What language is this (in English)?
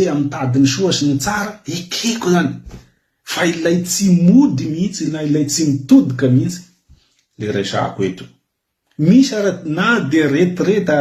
Malagasy